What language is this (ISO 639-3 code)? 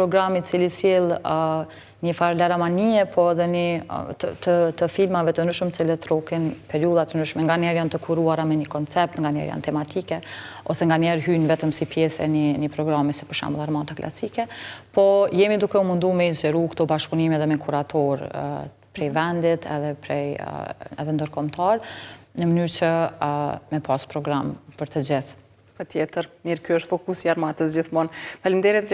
sqi